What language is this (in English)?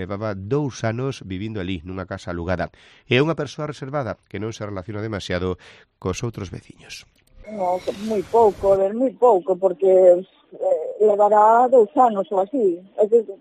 Galician